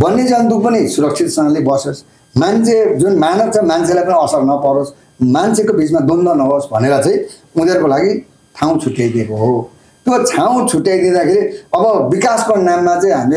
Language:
Nepali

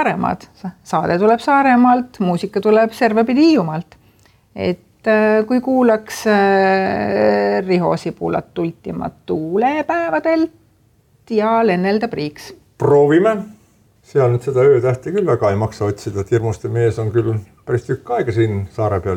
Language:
Estonian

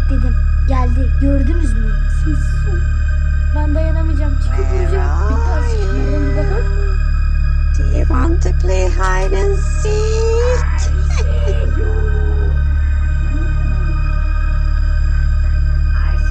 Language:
Turkish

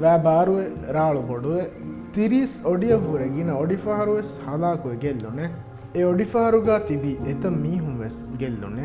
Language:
Divehi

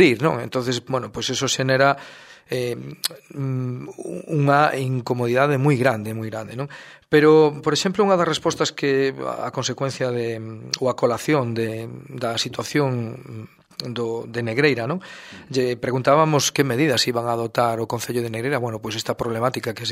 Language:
Galician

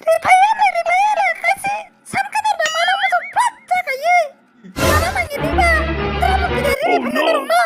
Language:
Kok Borok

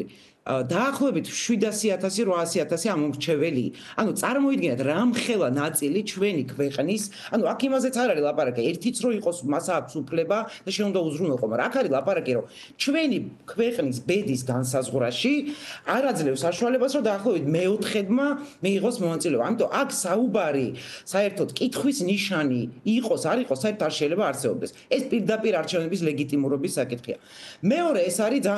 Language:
Georgian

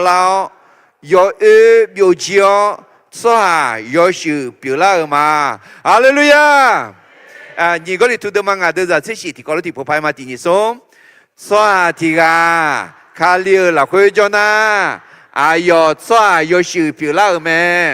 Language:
Akha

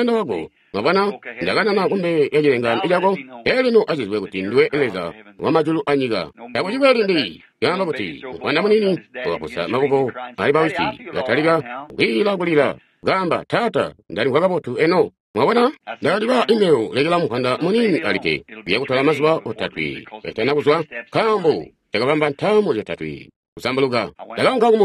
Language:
Tonga (Zambia)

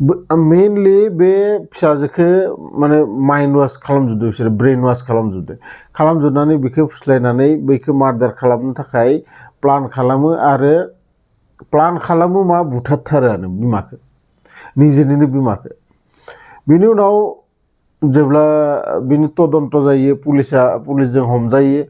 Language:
Bodo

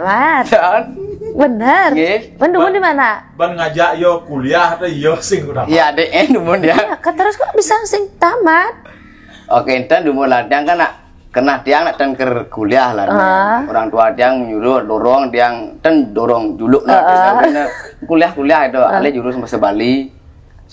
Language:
Balinese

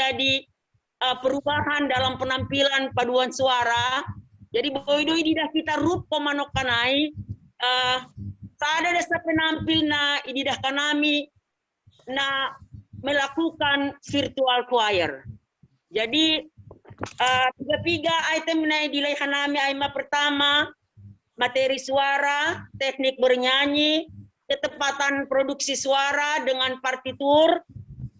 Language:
Batak Simalungun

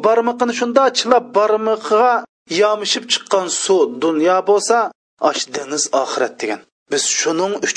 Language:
Uyghur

